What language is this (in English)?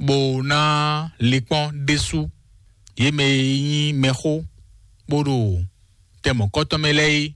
Fon